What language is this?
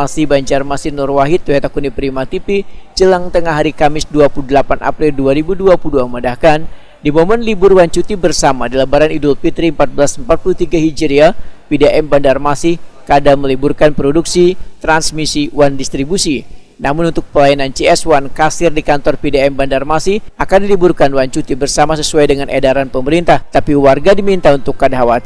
Banjar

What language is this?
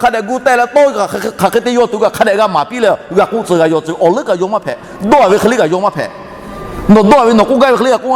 Lahu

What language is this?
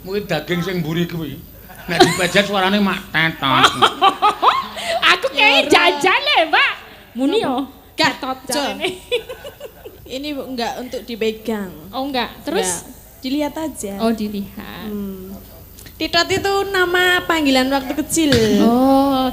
Javanese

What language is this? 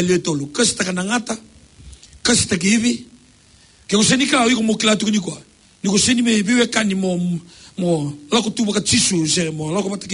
Fijian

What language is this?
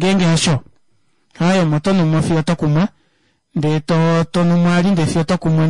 Kuanyama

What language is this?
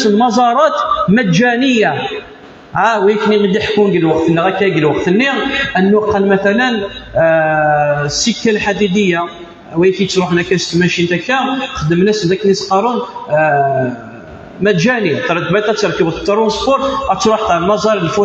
Kabyle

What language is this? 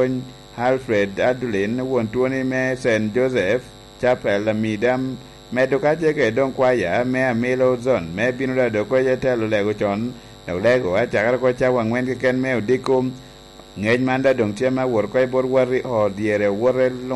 Lango (Uganda)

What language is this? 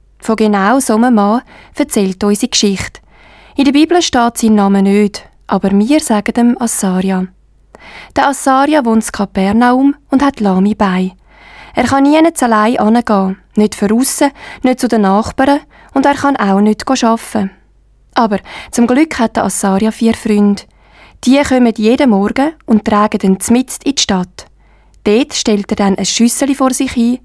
Swiss German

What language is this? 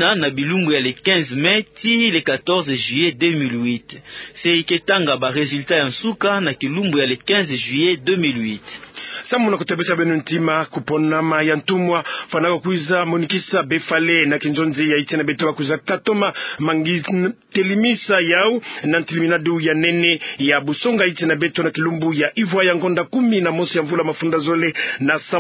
Kituba (Democratic Republic of Congo)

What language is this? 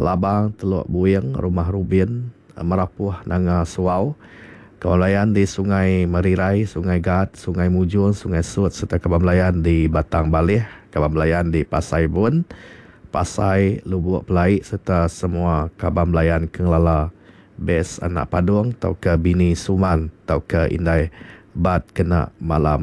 Iban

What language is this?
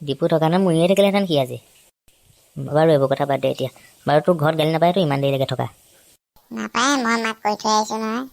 Assamese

